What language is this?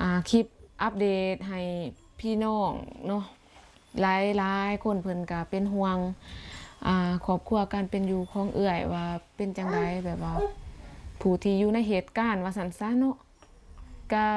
Lao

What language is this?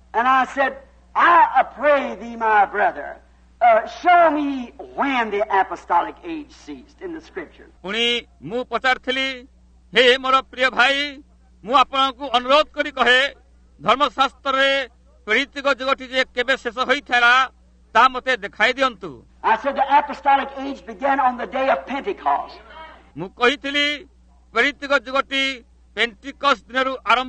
Odia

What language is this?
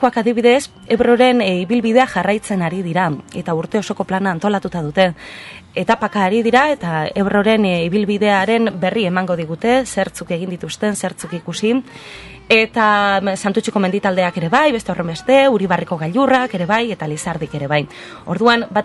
Basque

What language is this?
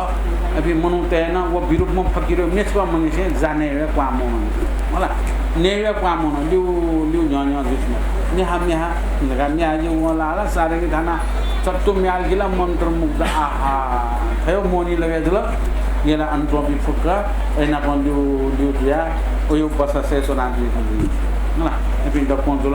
Newari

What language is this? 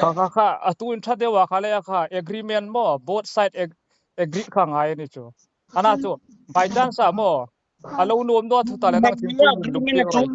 Hmar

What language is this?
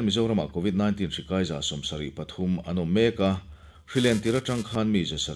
Mizo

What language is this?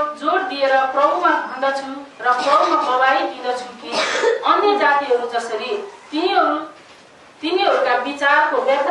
Nepali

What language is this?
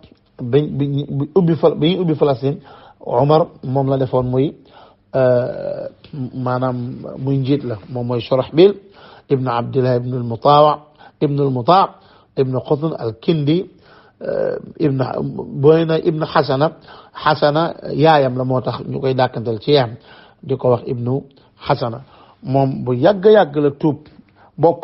Wolof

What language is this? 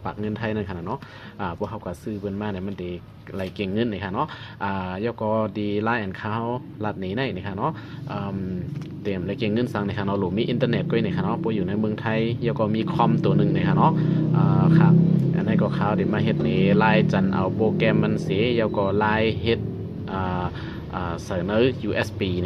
Shan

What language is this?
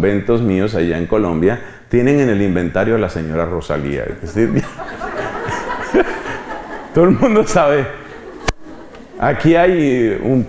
Spanish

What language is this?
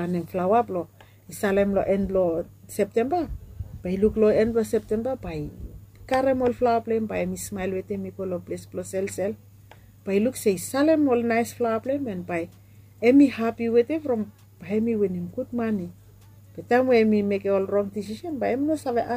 Bislama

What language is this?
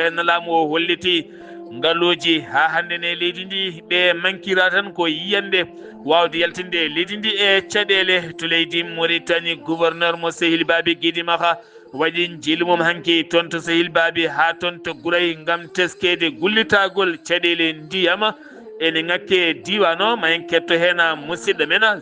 Fula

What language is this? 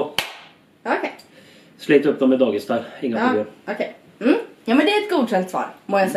Swedish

